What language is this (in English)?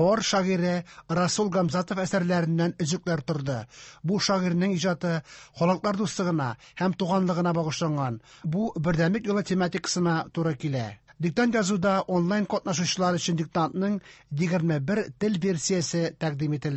Tatar